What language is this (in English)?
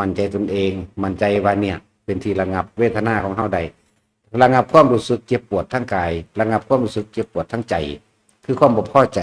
Northeastern Thai